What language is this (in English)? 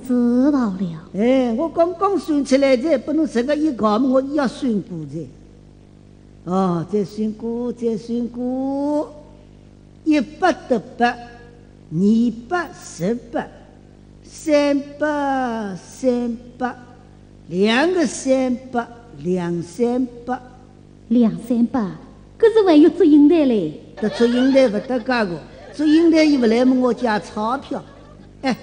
Wu Chinese